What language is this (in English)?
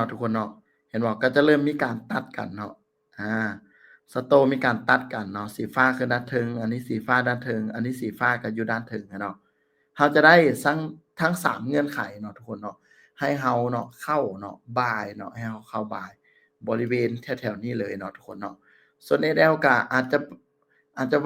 Lao